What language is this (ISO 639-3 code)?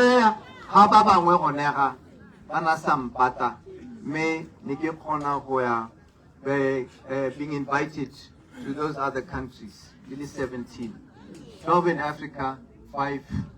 tsn